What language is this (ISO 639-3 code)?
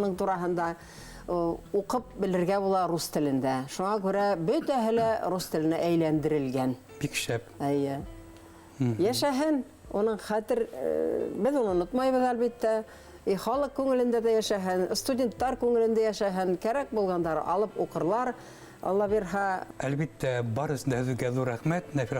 bak